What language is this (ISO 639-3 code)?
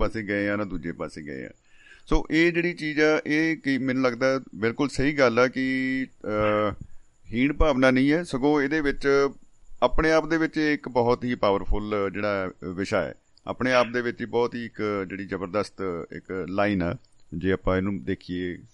pan